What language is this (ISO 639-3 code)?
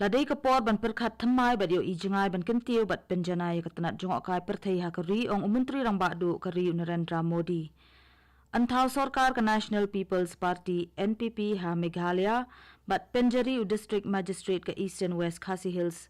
kha